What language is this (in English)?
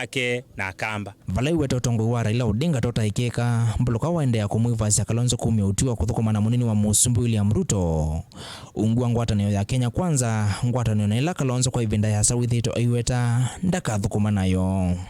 Kamba